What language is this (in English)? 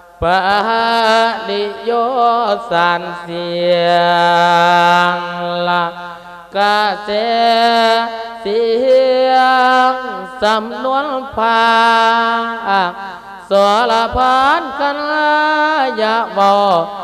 Thai